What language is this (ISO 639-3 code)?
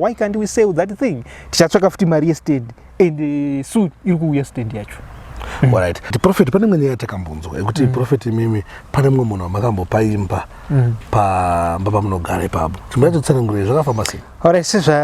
sna